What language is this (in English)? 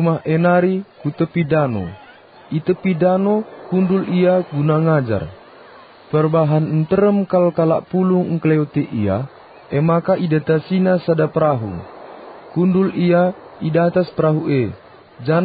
Batak Karo